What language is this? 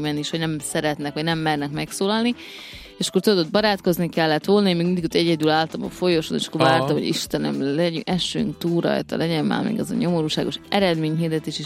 Hungarian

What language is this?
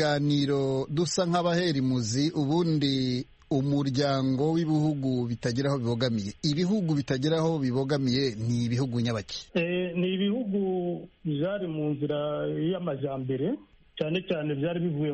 Kinyarwanda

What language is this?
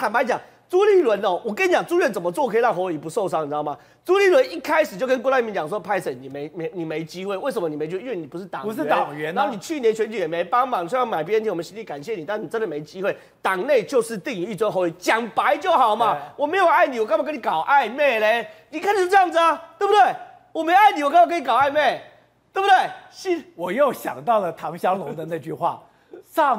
Chinese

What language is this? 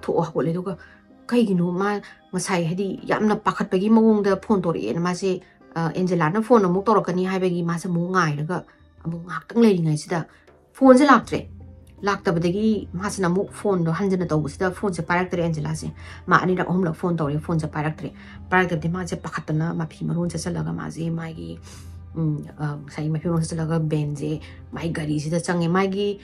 Manipuri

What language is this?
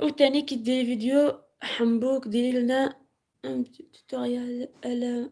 Algerian Arabic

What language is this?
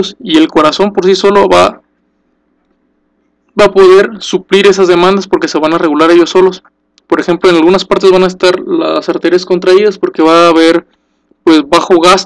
Spanish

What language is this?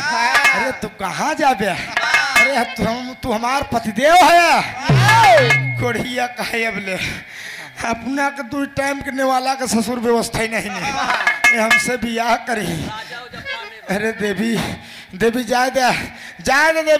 Bhojpuri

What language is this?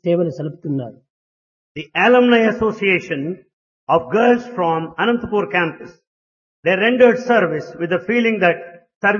Telugu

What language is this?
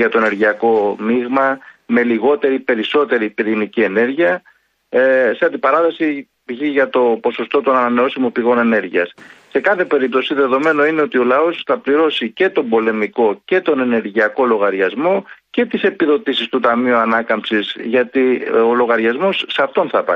Greek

